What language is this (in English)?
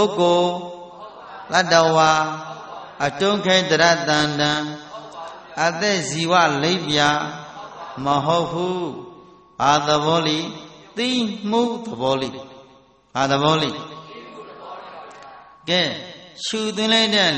Burmese